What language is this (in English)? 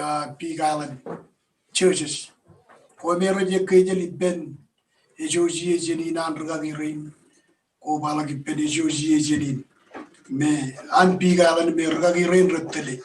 Marshallese